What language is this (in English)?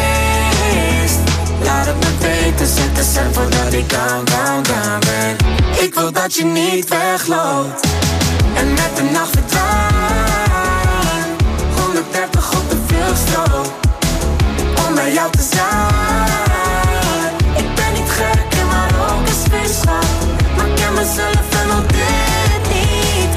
Dutch